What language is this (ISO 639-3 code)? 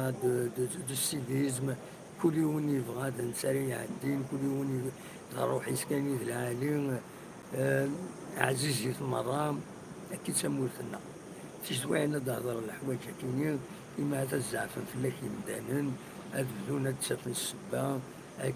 kab